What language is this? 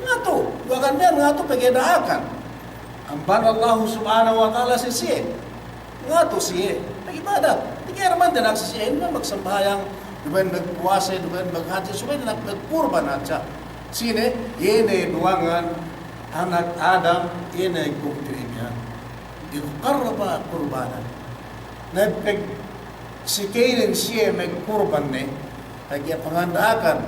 Yakan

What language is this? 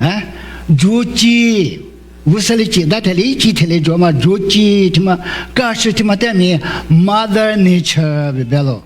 Lisu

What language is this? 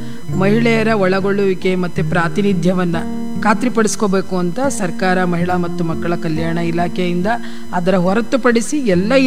Kannada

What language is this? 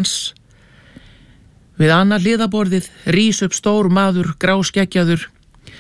Icelandic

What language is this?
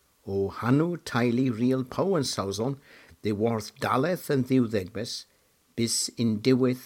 Cornish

